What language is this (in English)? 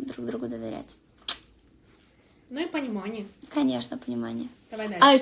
Russian